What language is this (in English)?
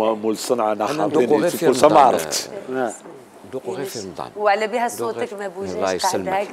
Algerian Arabic